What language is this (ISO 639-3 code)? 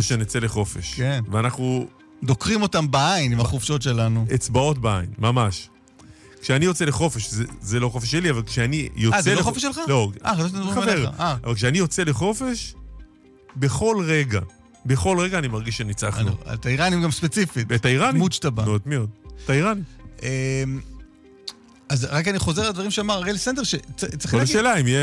heb